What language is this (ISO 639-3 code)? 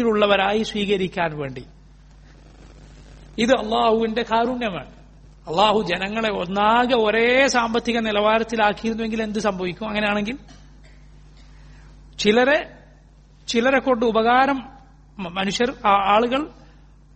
mal